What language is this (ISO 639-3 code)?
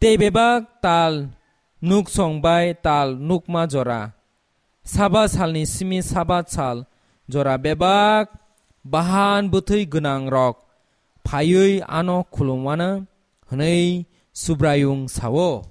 trp